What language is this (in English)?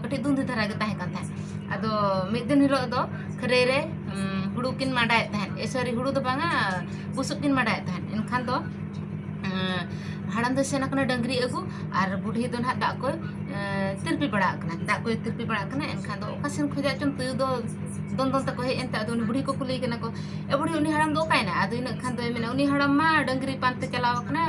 Santali